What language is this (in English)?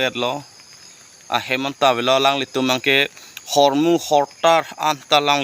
Karbi